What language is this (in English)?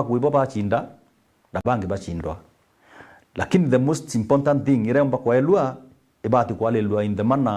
Meru